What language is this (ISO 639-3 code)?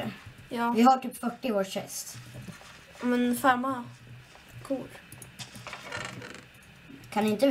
swe